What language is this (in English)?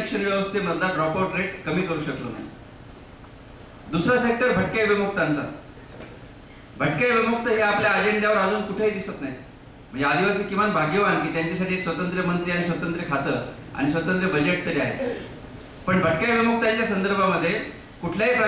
Marathi